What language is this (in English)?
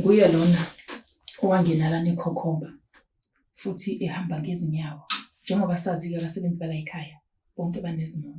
Zulu